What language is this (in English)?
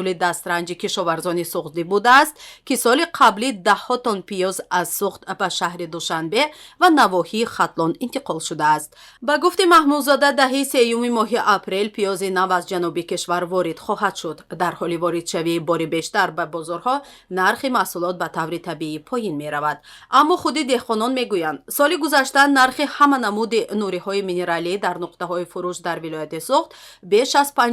Tajik